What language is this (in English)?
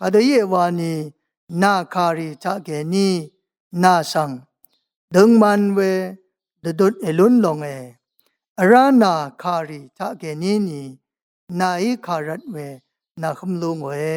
Rawang